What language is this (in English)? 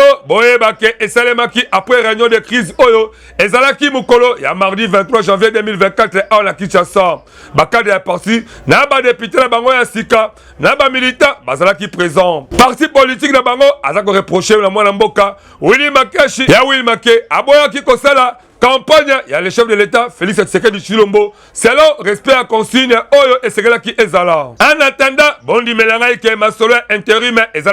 Lingala